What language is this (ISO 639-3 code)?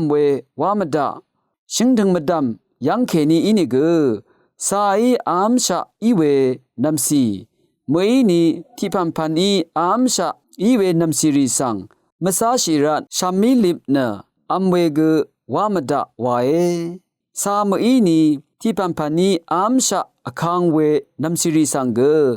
raw